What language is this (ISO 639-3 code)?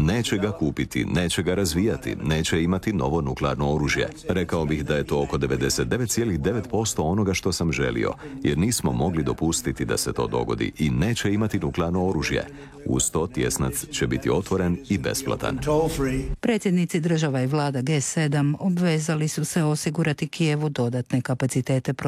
hrv